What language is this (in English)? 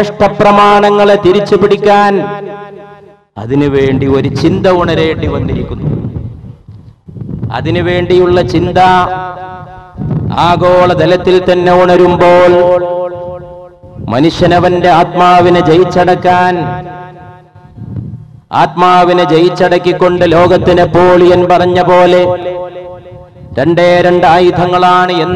Malayalam